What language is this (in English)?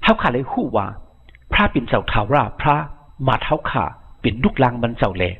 Shan